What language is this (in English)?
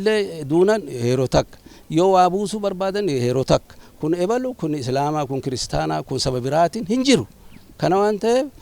Oromo